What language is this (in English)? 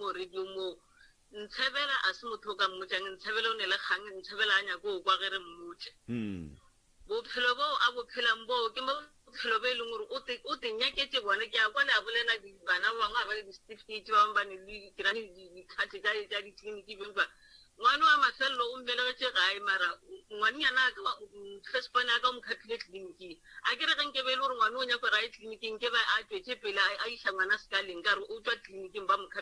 Northern Sotho